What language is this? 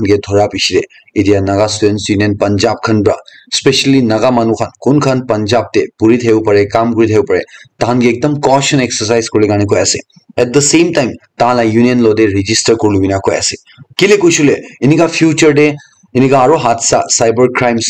Naga Pidgin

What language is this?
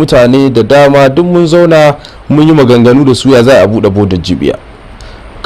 Hausa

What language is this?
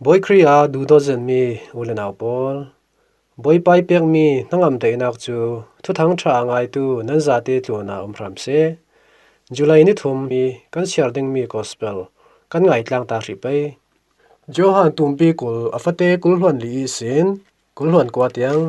Falam Chin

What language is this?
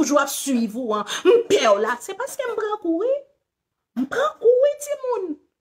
Haitian Creole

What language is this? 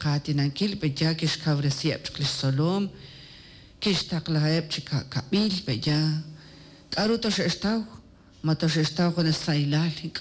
Kekchí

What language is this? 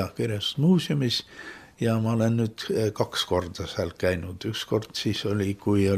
Estonian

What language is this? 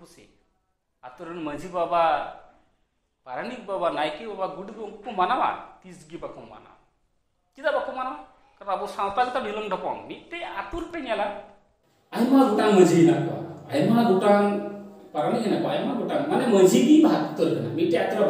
Santali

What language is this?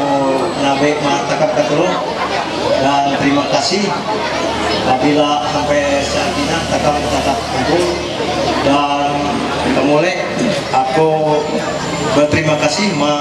Ma'anyan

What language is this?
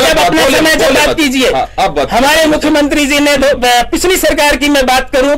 Hindi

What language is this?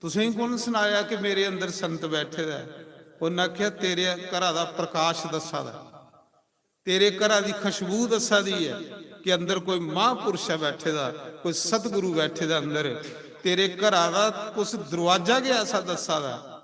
Dogri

